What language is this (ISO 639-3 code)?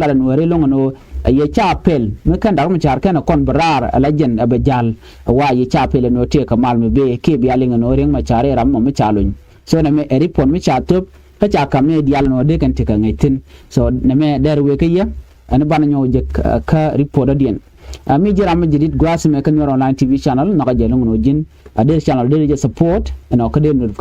nus